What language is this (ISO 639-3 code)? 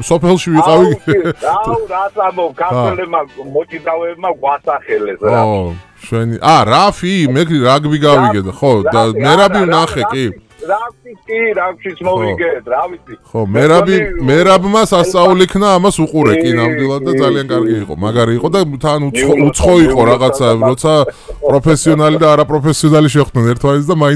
kat